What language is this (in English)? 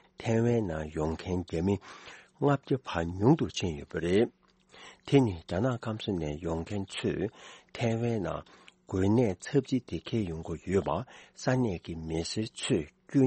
Tibetan